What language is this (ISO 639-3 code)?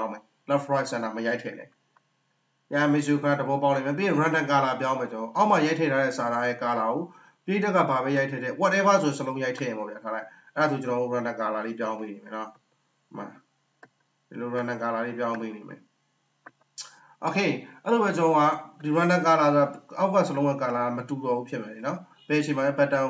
mya